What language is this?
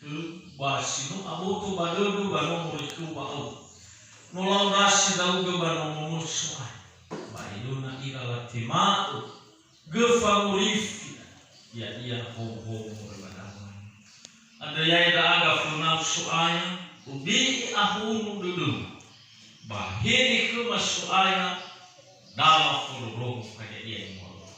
Nias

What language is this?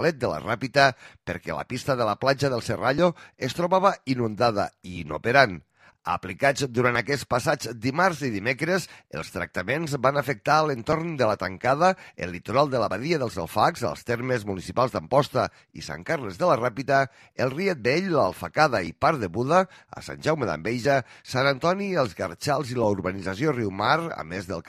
Catalan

